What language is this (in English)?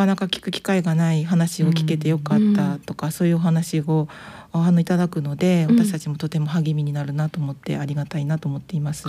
Japanese